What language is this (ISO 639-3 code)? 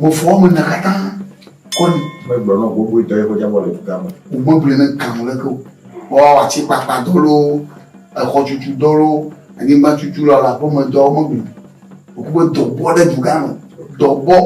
ewe